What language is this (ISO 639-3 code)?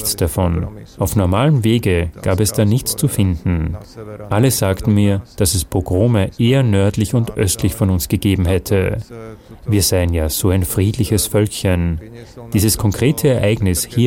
deu